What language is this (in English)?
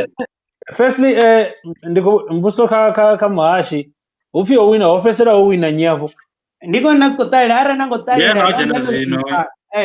Venda